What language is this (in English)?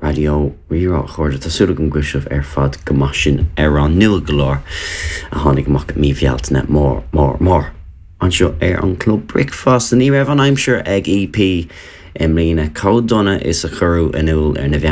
Irish